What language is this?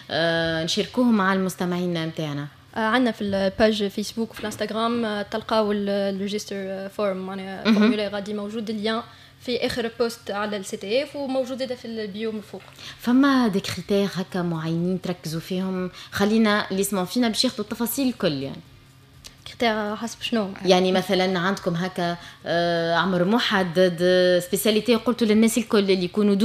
Tunisian Arabic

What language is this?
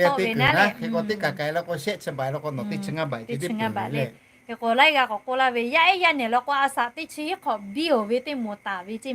Lahu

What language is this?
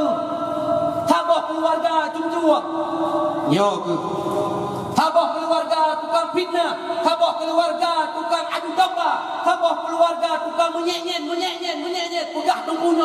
Achinese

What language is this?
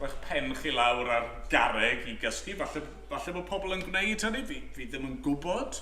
Welsh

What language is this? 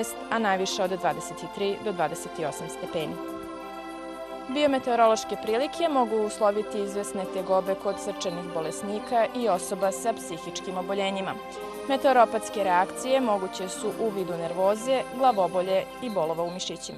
Serbian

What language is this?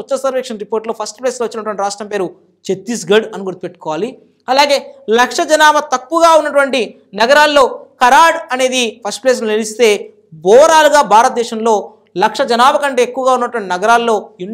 Telugu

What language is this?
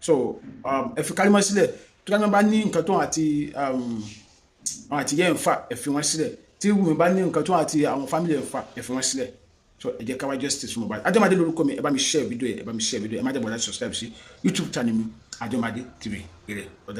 Yoruba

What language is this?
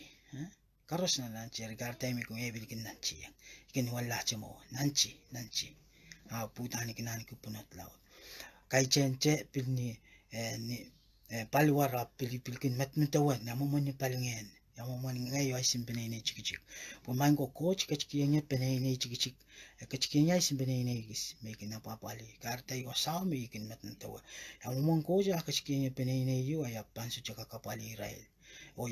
Pohnpeian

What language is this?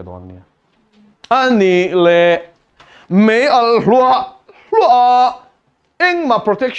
Mizo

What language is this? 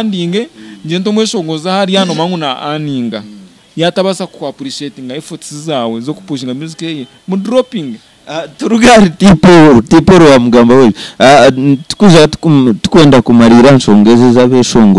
Nyankole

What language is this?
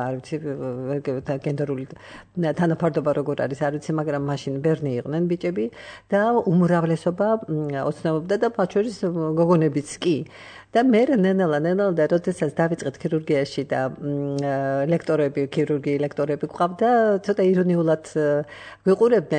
Georgian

